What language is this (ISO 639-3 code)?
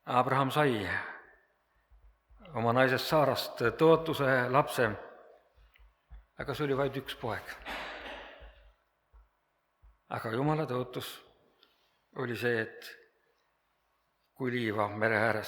est